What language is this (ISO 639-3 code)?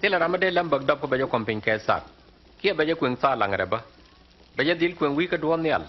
nus